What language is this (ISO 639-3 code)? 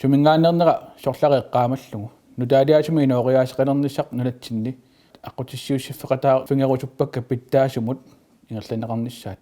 kal